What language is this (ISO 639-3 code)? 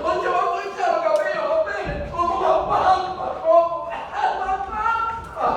scn